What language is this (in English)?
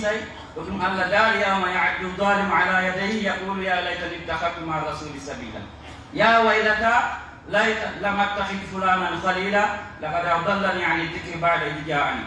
Pular